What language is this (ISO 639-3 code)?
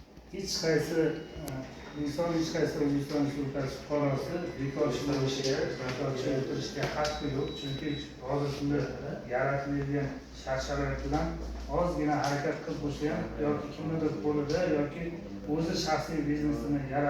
uzb